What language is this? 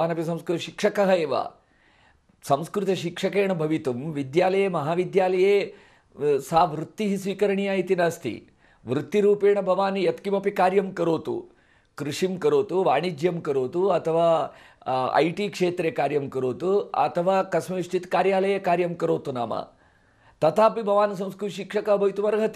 Sanskrit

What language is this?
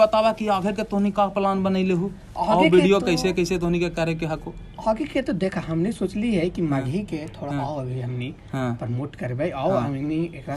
Magahi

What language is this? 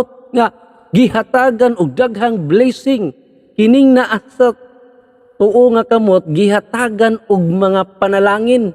Cebuano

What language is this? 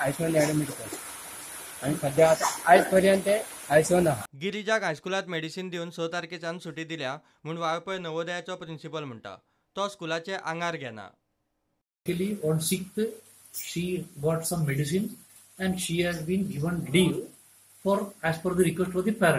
Konkani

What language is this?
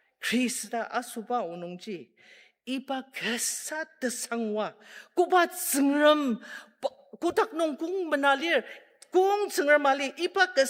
Ao Naga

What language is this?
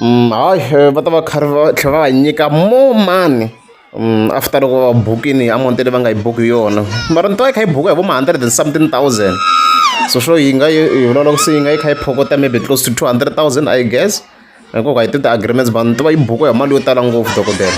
Tsonga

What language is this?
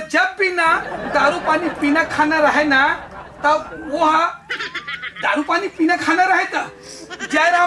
Chhattisgarhi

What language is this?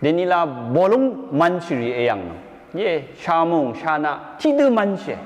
Rawang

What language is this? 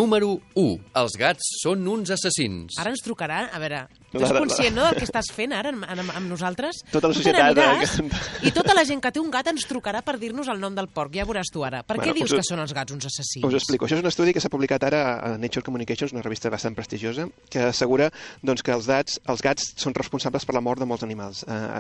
Catalan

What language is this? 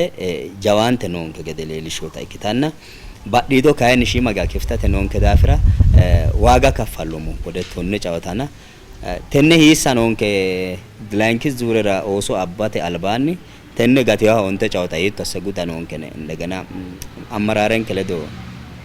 Sidamo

